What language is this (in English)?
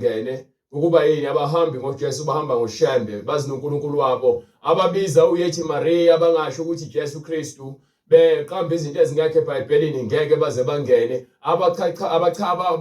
Zulu